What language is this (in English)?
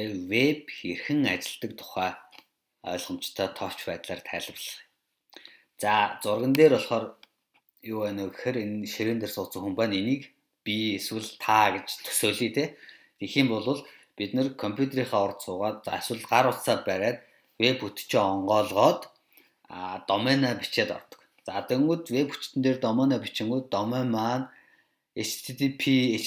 Mongolian